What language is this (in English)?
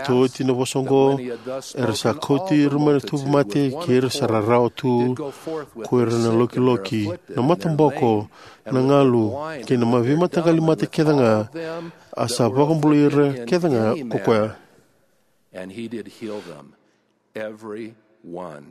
Fijian